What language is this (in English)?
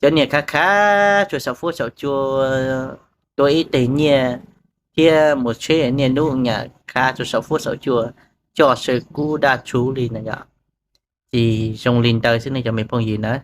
Hmong